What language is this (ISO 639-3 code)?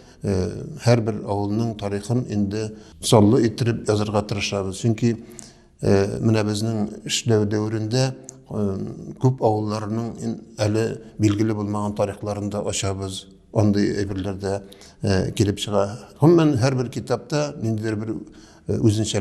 tat